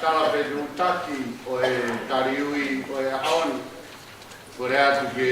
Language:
Tongan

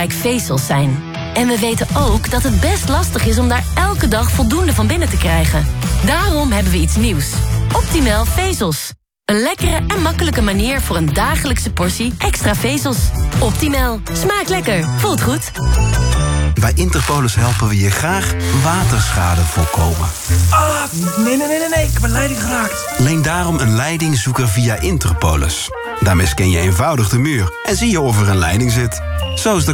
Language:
Dutch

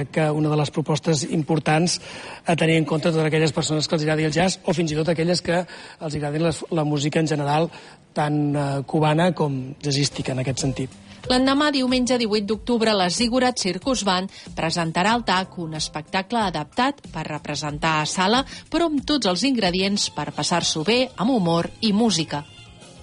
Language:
Catalan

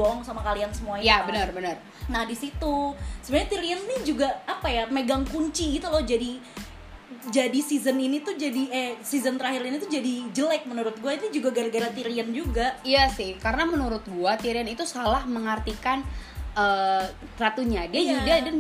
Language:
Indonesian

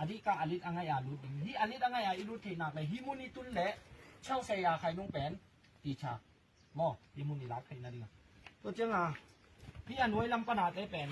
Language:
Falam Chin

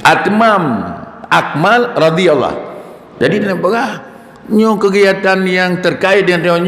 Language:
Achinese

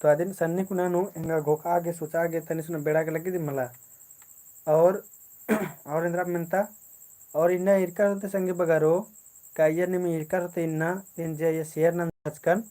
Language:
Kurukh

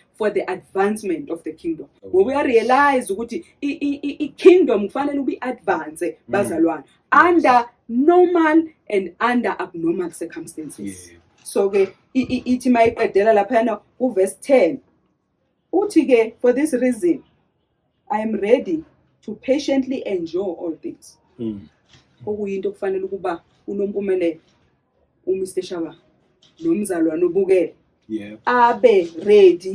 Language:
Zulu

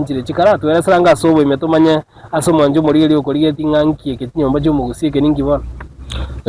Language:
Gusii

